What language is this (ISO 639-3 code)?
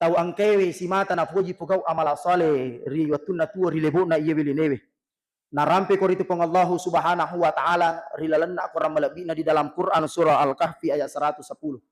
bug